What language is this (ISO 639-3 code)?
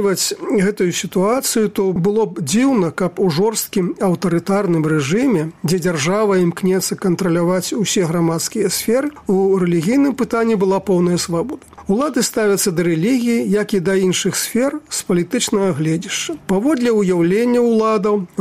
bel